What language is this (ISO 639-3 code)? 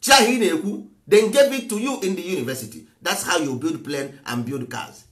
ibo